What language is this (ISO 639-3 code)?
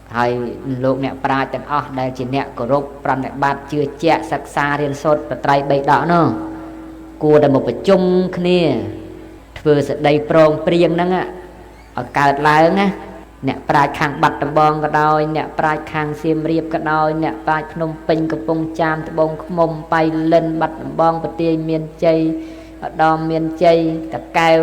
khm